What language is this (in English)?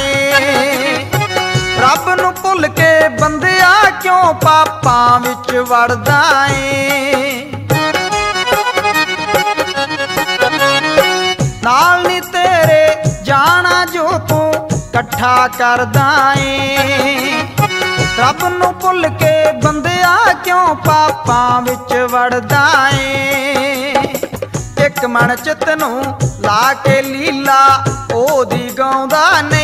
Punjabi